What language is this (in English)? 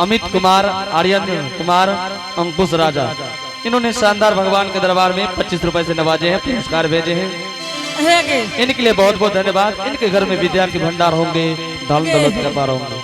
Angika